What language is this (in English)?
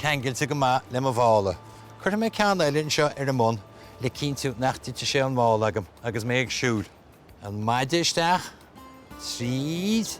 Irish